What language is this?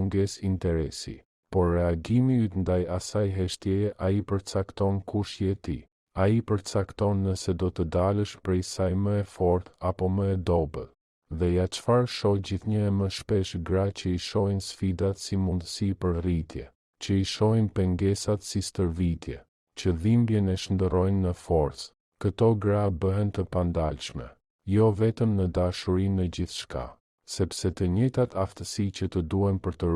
Albanian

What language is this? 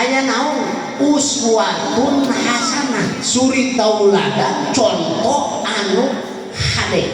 Sundanese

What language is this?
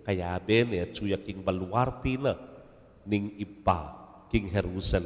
Pampanga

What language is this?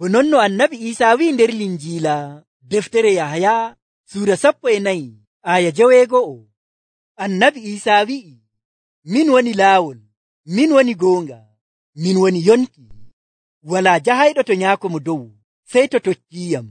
Nigerian Fulfulde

